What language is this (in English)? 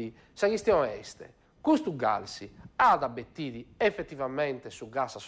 Sardinian